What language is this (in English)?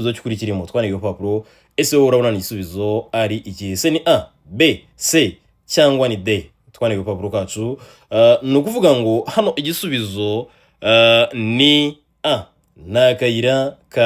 Kinyarwanda